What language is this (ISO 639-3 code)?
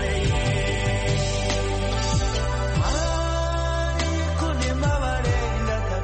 kin